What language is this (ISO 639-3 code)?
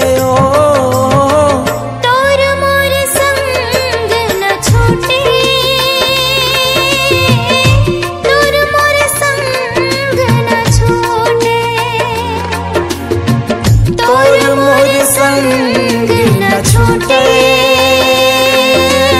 hne